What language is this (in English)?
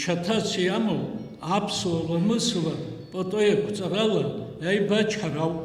Abkhazian